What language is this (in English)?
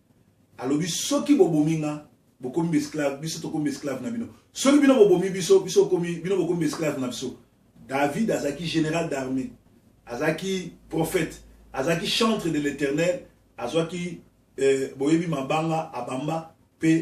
Lingala